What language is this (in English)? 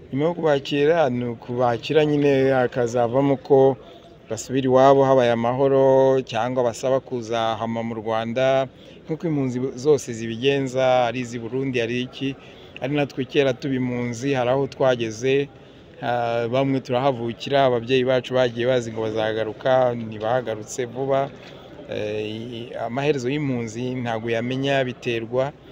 Kinyarwanda